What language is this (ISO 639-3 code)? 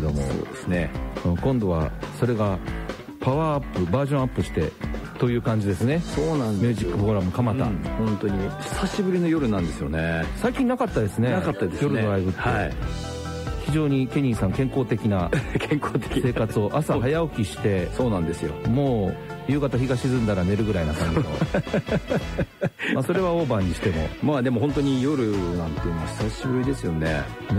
jpn